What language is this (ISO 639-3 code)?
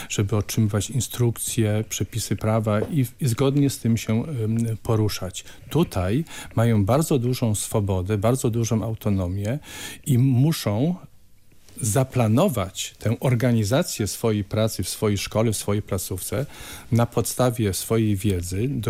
pol